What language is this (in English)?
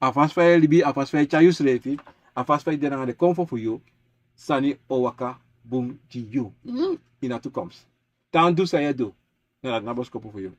Sranan Tongo